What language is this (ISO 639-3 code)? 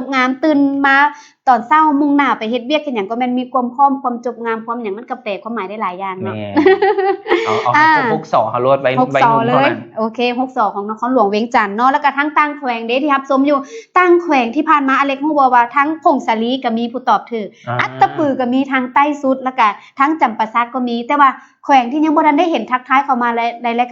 lao